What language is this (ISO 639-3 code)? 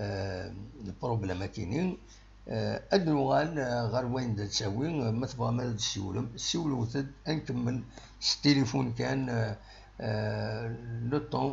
kab